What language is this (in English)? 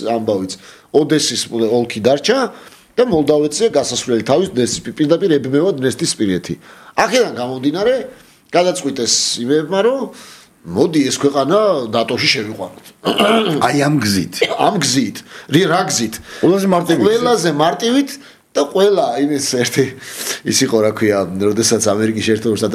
Georgian